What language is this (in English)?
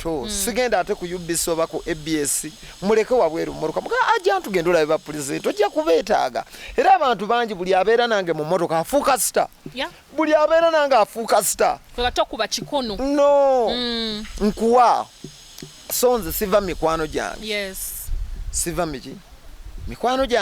Ganda